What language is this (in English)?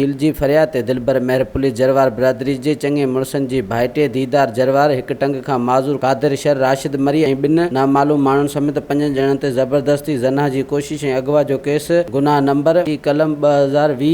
Sindhi